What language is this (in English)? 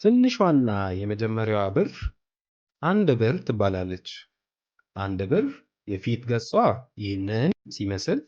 Amharic